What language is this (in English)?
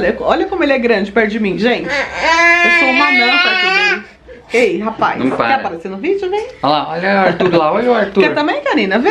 Portuguese